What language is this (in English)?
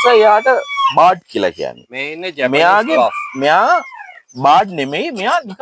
Sinhala